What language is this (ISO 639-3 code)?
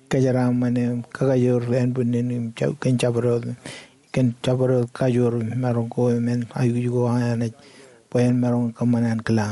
mah